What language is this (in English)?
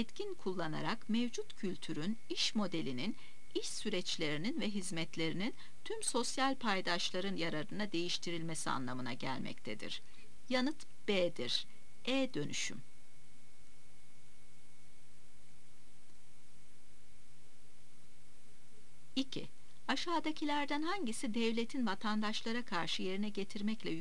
Turkish